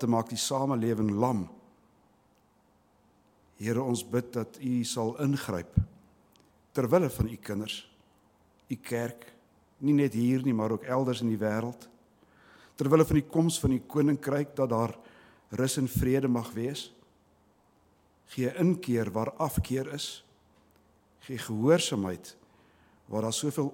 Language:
Afrikaans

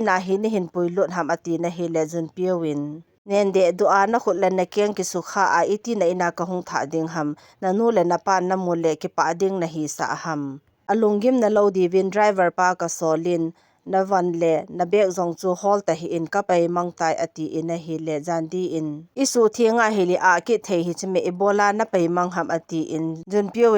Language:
Thado Chin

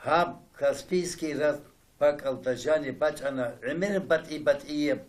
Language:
Avaric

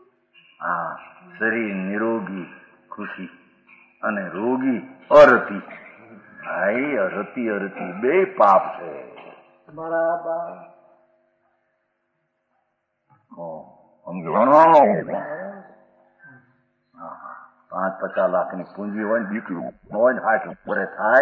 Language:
Gujarati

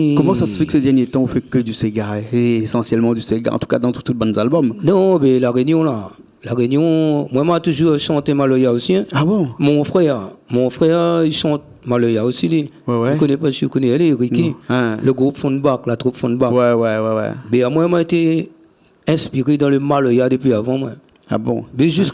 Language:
Réunion Creole French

